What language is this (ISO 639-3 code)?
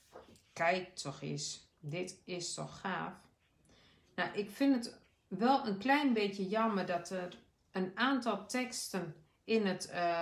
nld